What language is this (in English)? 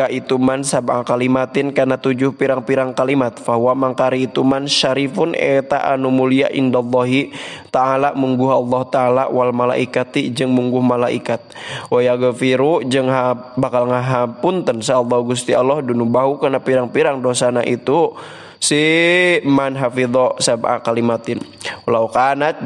Sundanese